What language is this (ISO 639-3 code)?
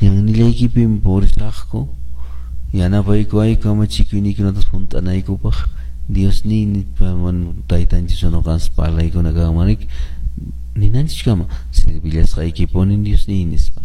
que